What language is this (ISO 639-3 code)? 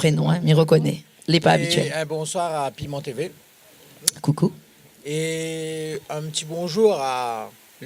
rcf